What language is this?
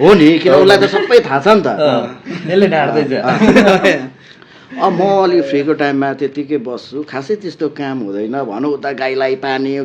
Nepali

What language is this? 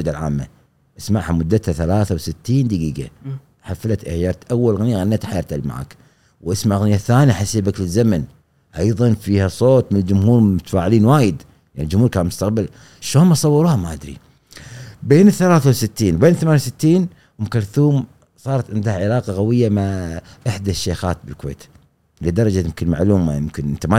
Gulf Arabic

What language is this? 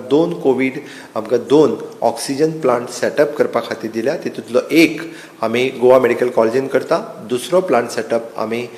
Konkani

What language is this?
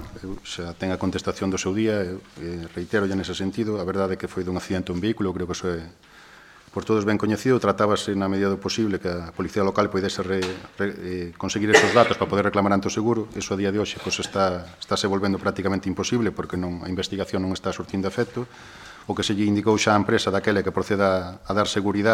Galician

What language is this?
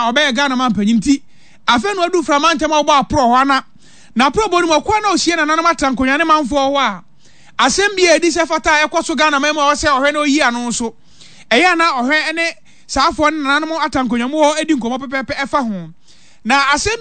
Akan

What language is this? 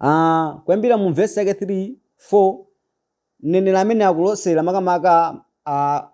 Nyanja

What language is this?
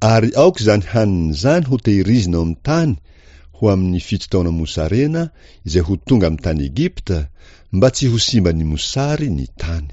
Malagasy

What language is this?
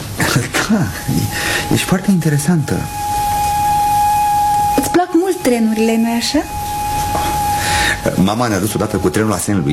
Romanian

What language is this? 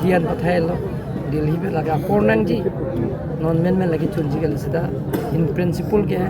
Karbi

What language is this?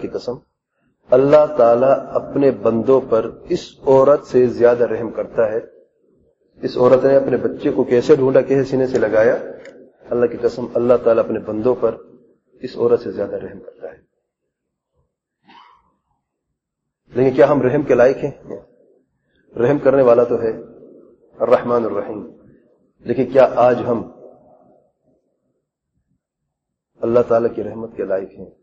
Urdu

